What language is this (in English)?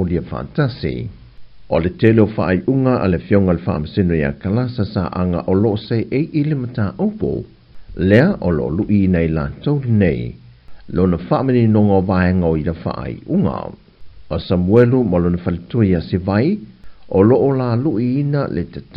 Samoan